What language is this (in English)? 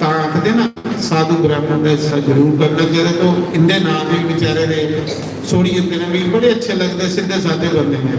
Dogri